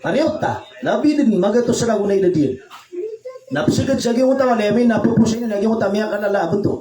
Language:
Maranao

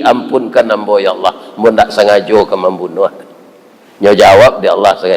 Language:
Minangkabau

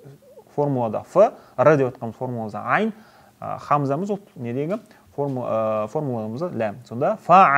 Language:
Kazakh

